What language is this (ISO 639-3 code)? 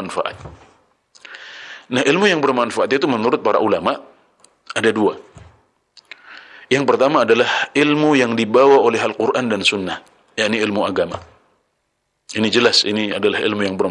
ind